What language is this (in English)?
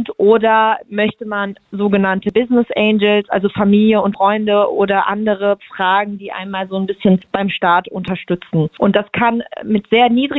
German